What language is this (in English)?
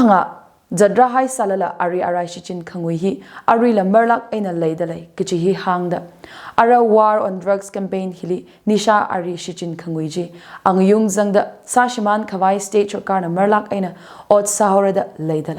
Tangkhul Naga (India)